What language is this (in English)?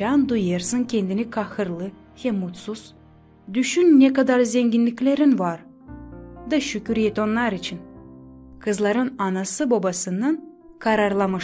Gagauz